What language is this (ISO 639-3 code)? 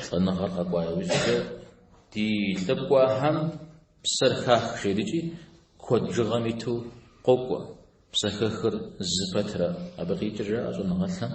kbd